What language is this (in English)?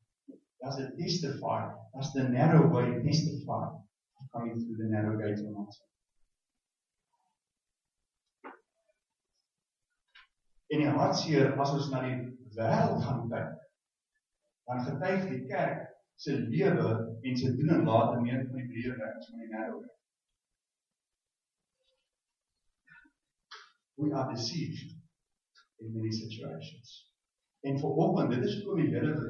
Afrikaans